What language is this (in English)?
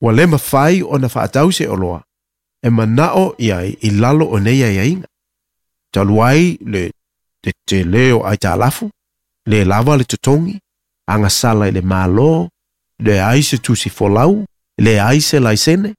Samoan